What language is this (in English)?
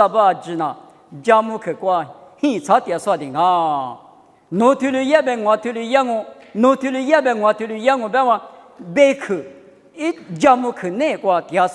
Lisu